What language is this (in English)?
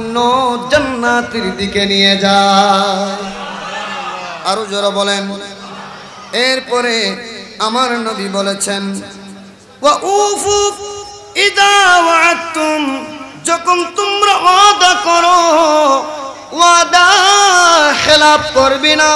Bangla